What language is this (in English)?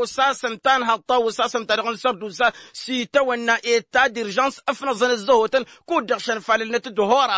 Tamasheq